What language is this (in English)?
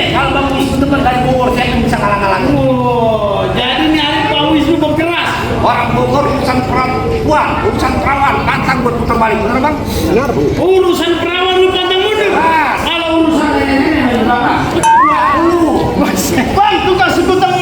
Betawi